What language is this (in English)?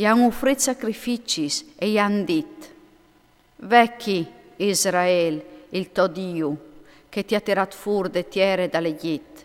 Friulian